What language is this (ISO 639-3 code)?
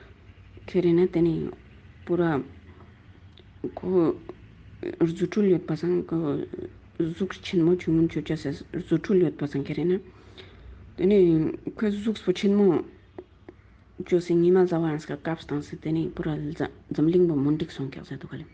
lbj